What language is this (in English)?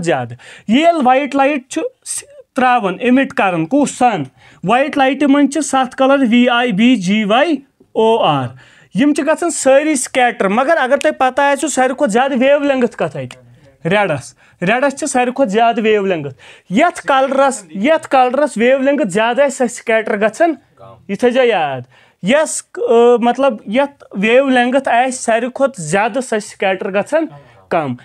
Kashmiri